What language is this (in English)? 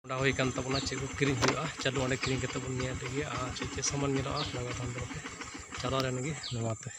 Santali